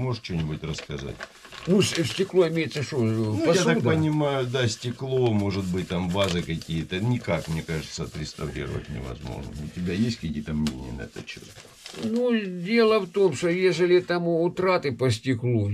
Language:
Russian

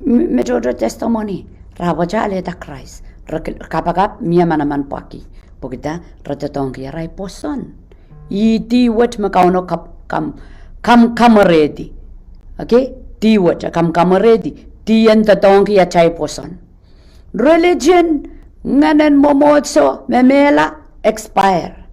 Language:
Pohnpeian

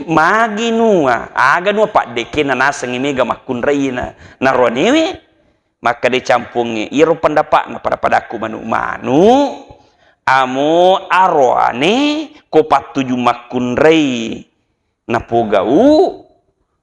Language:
Buginese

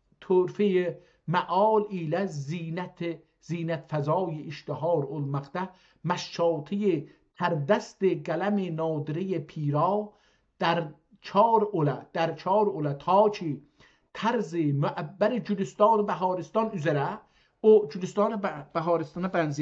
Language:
South Azerbaijani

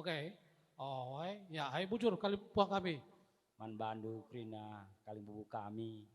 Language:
Batak Karo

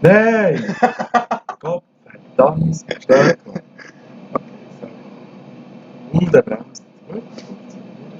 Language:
Swiss German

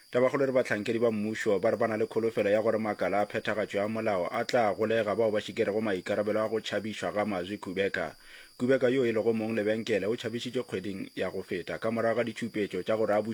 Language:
Northern Sotho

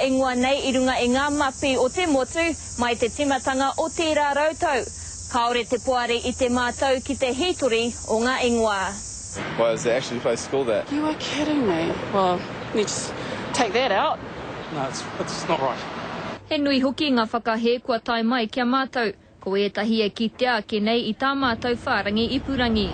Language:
Māori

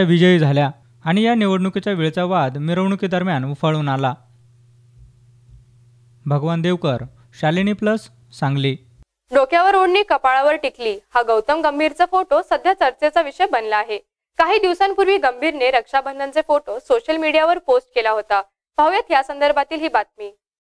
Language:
Marathi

